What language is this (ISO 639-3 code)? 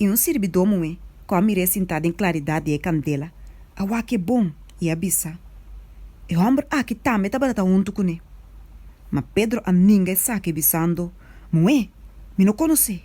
pap